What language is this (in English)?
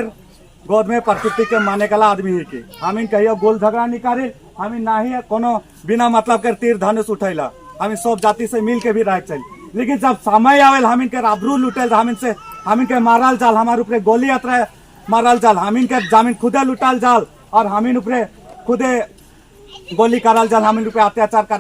Sadri